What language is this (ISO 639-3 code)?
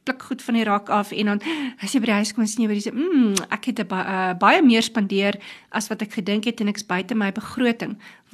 afr